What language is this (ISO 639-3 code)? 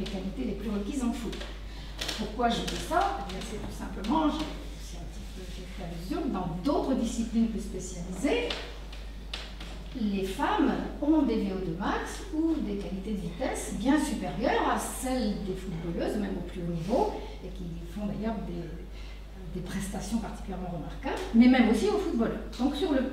fra